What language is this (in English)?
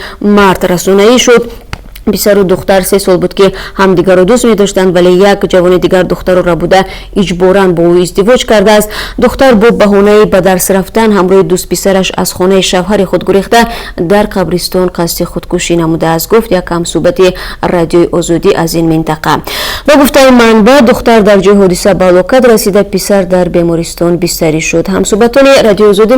Tajik